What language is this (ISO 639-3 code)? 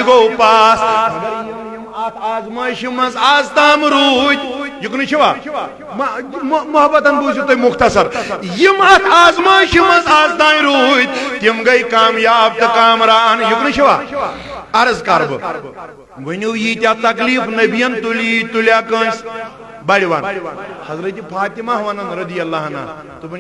kas